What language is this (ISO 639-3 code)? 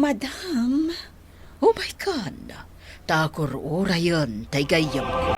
ilo